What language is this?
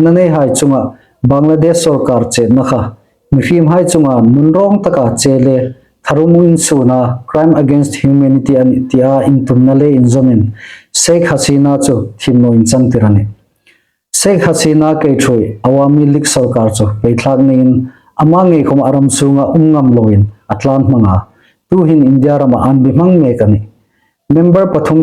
Hmar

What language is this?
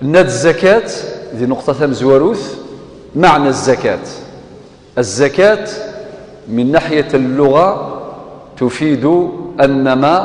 Kabyle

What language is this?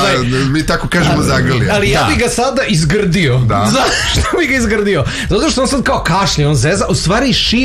Serbian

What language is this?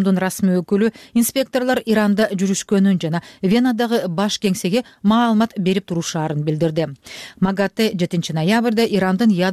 Kyrgyz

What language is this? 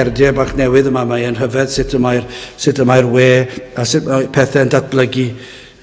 Welsh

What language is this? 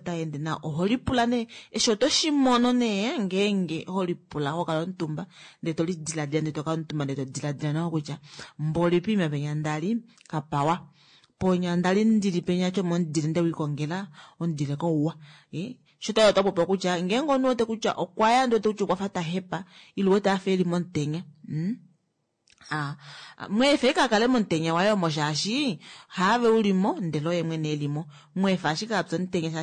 Kuanyama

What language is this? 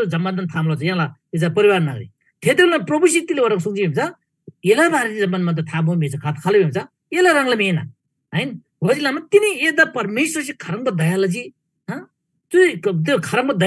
Eastern Tamang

